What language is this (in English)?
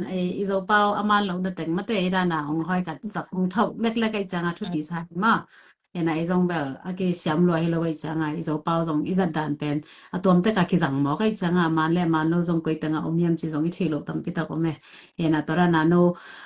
Tedim Chin